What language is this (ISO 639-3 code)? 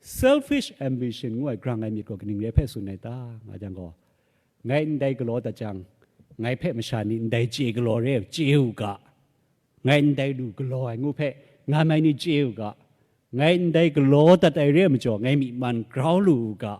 kac